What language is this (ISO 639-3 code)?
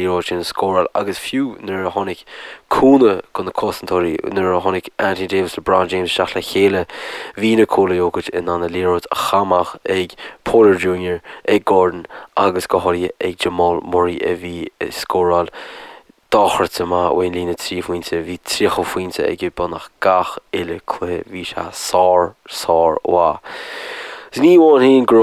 gle